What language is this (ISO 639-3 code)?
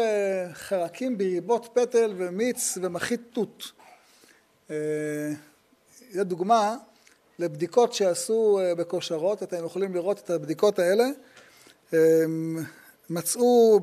heb